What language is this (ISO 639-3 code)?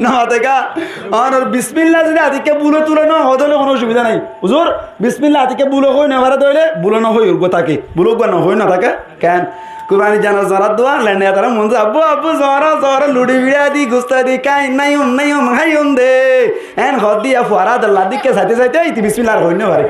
rhg